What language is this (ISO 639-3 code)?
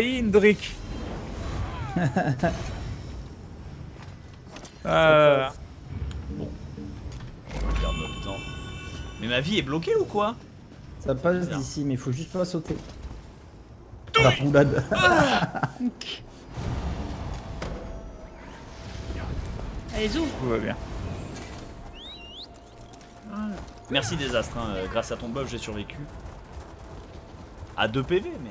fra